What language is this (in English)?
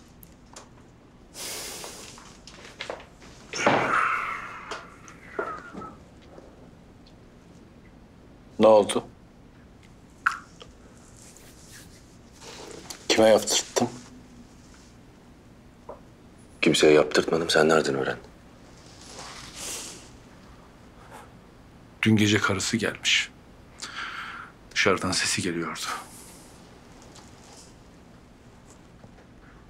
Turkish